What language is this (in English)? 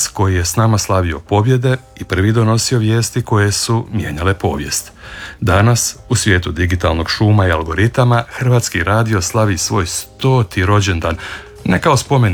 Croatian